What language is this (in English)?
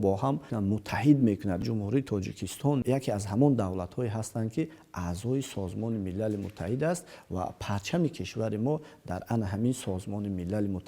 Tajik